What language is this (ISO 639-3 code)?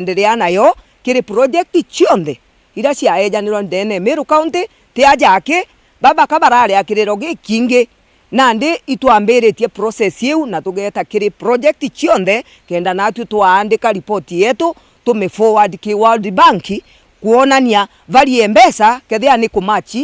mer